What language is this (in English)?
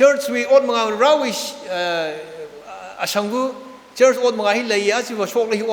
Tangkhul Naga (India)